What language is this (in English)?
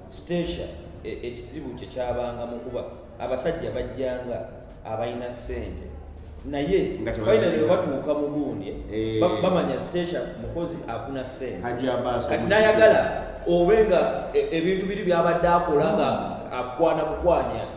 Ganda